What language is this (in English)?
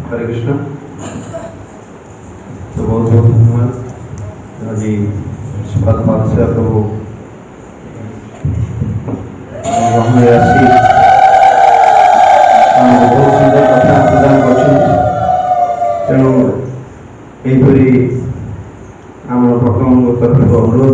Odia